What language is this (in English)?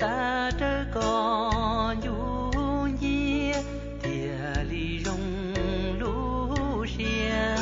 Hmong